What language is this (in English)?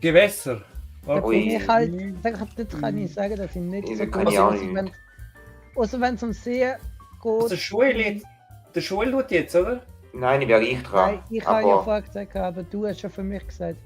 Swiss German